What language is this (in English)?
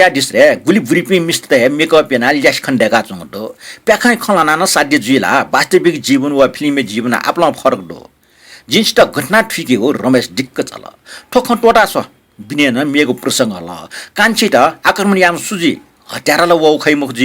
Newari